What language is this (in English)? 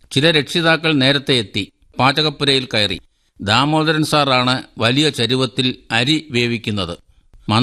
Malayalam